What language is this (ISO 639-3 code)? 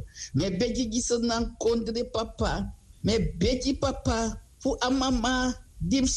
srn